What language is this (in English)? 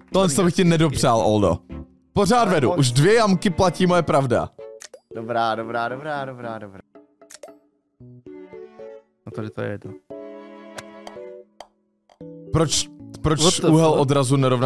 Czech